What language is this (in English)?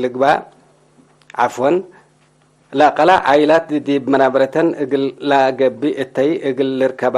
Tigre